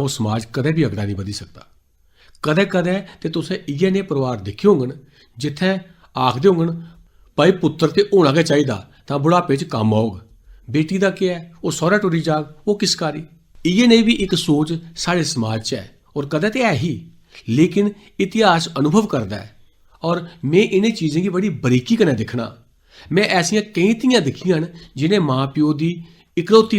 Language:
Dogri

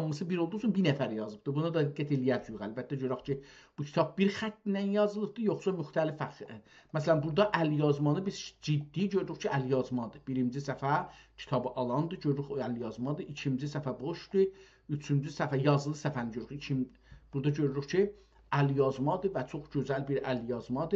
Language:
South Azerbaijani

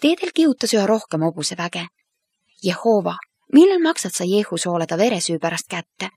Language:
Estonian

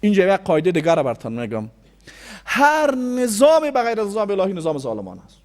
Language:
Persian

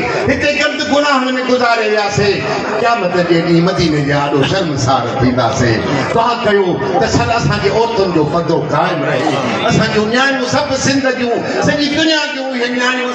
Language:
Sindhi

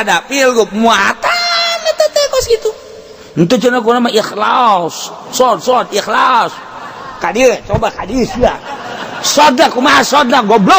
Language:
Sundanese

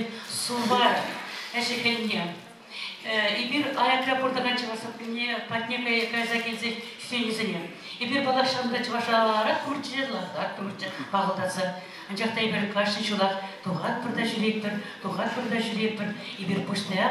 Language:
Chuvash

